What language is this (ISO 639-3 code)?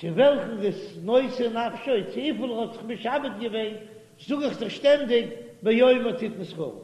yid